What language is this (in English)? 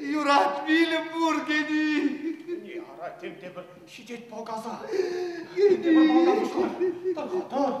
Chuvash